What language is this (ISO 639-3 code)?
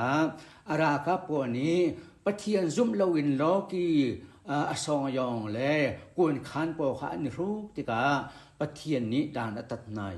cnh